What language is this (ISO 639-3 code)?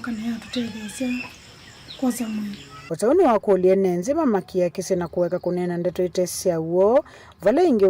kam